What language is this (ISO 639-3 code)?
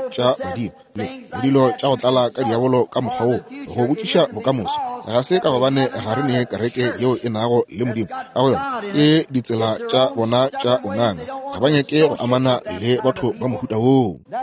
nso